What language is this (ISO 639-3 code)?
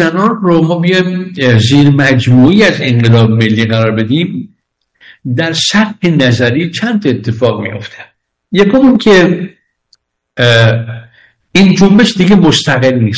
fas